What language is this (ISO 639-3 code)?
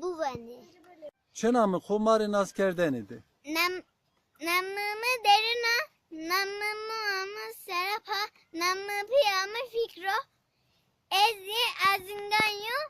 zza